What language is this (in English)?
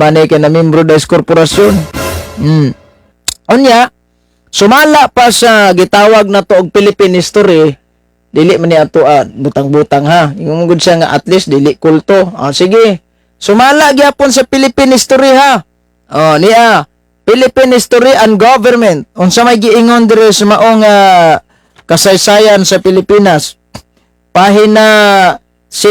Cebuano